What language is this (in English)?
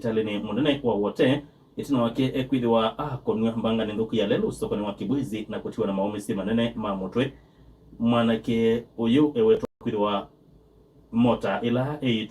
Kamba